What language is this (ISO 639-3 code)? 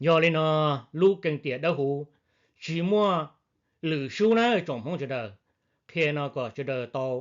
hmn